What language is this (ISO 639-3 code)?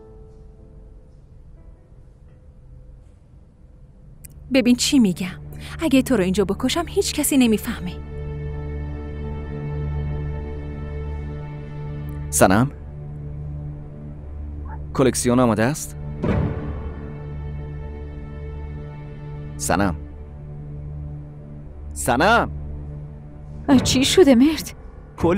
fas